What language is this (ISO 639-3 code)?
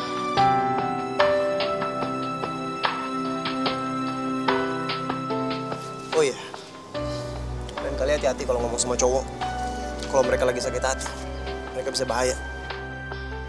ind